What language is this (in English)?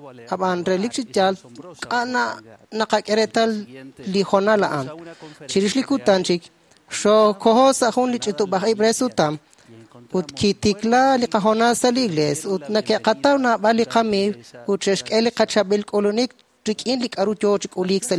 Kekchí